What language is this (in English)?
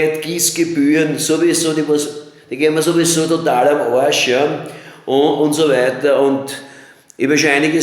Bavarian